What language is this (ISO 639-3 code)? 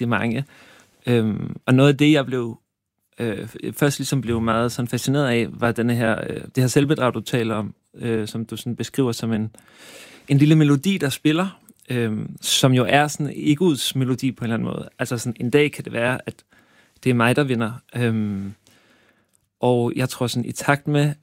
dan